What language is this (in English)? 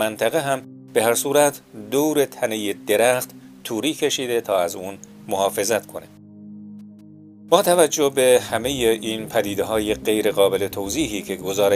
Persian